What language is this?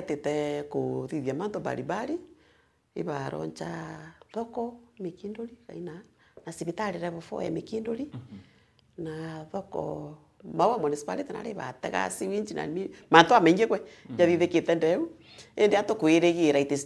Meru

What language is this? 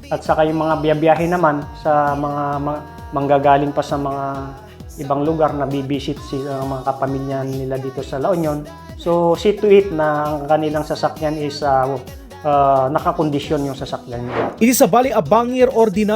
Iloko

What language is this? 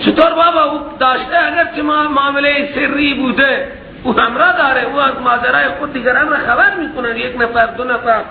Persian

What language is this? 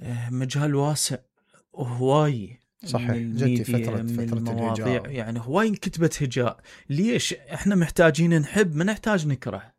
Mesopotamian Arabic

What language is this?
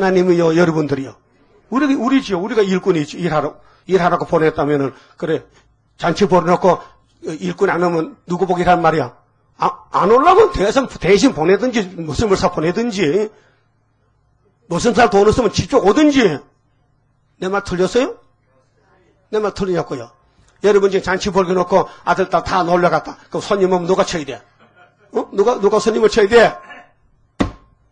Korean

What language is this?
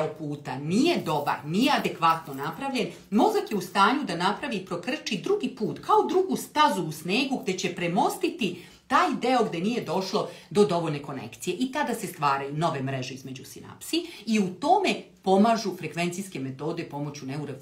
Serbian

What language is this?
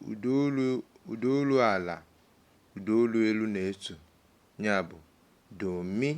Igbo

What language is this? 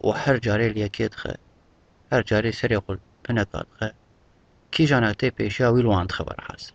Kurdish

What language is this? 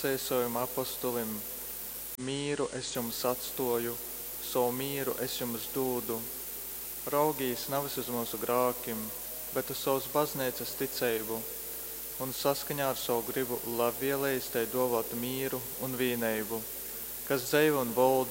Latgalian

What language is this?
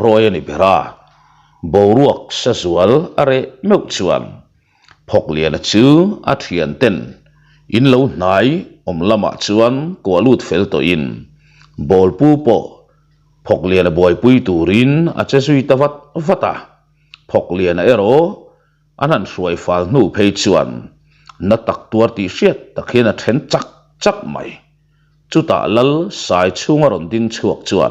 Mizo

